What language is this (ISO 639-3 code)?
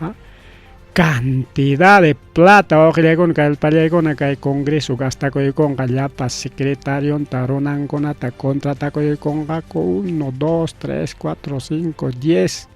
quy